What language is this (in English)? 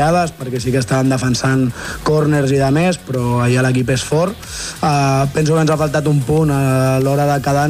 Catalan